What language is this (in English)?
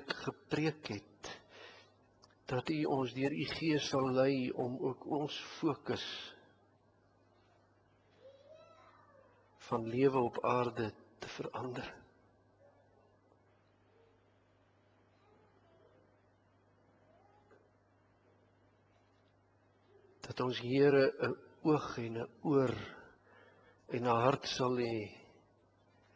Afrikaans